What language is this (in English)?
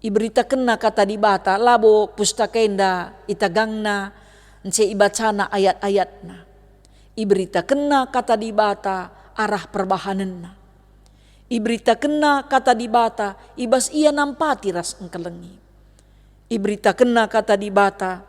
Batak Karo